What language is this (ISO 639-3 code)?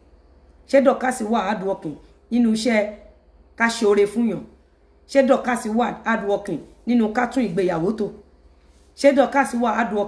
yor